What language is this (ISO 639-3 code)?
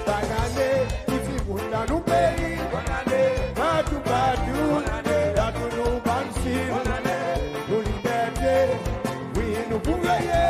crs